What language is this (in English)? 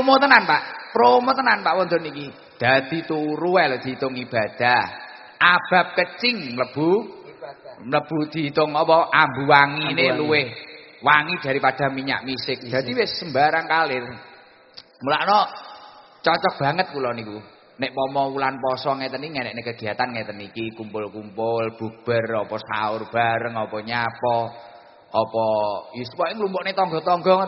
Javanese